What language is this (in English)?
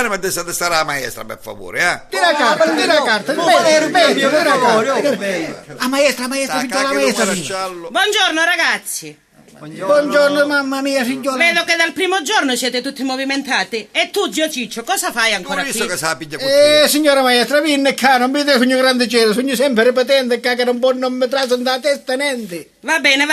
Sicilian